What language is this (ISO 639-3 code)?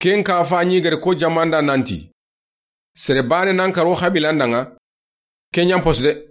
snk